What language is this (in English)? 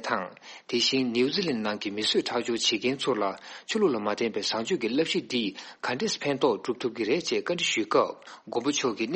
Tibetan